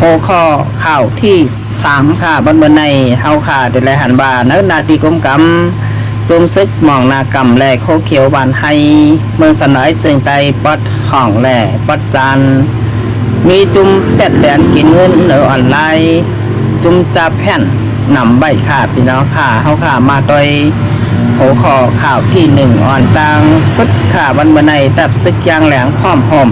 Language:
Shan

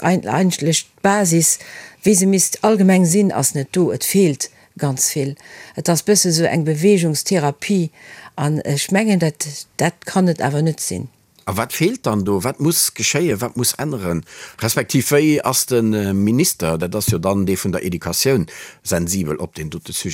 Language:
Luxembourgish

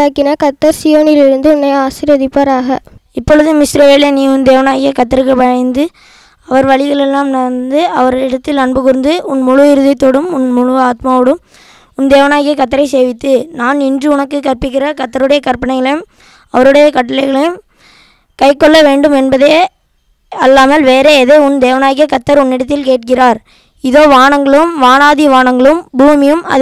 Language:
Tamil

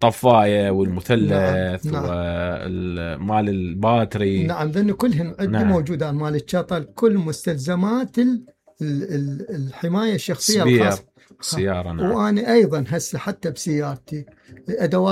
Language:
Mesopotamian Arabic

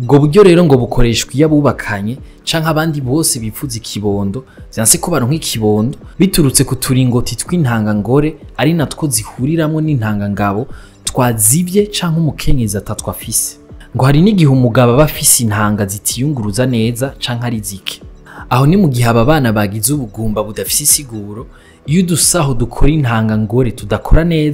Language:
Rundi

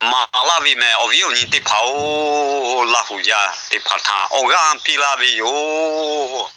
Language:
Lahu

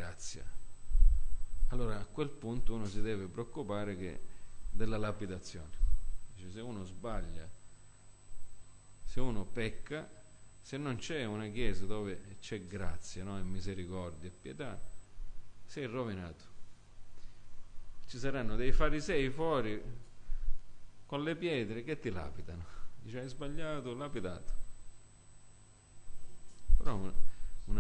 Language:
Italian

